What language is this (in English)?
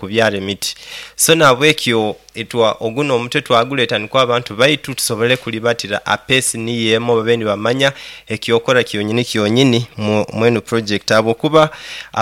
Nyoro